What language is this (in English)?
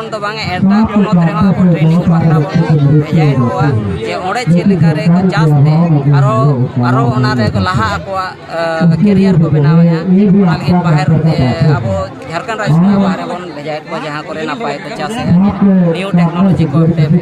Santali